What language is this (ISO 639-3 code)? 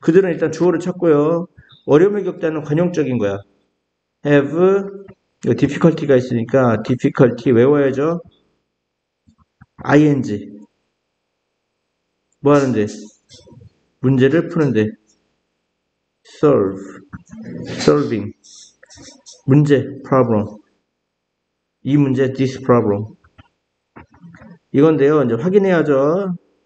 kor